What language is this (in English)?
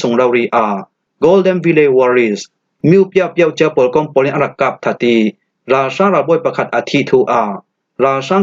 Falam Chin